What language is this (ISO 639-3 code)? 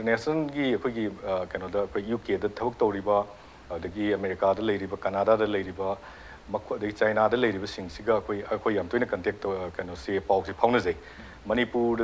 mni